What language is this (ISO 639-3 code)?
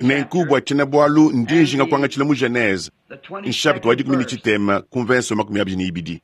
lua